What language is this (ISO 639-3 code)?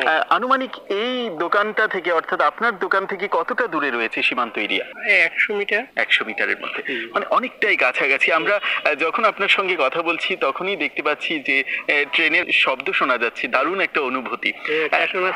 ben